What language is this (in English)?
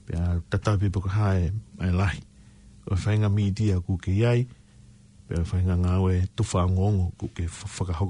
Tongan